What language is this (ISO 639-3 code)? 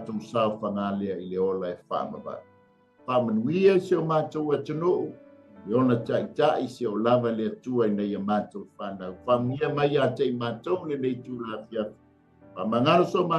smo